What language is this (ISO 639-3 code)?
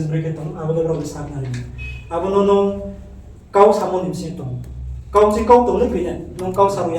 ria